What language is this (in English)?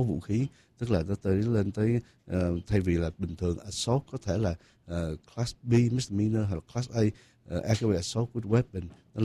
Vietnamese